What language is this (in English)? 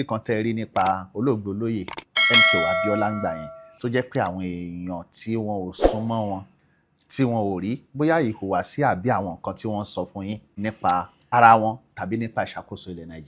Yoruba